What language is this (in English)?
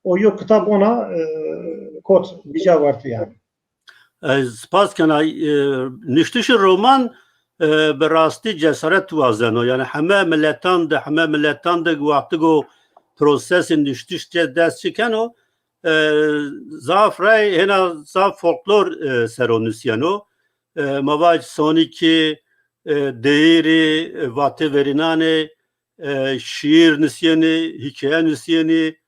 Zaza